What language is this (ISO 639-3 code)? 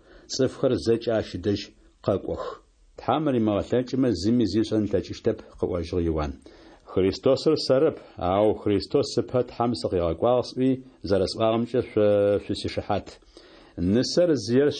ady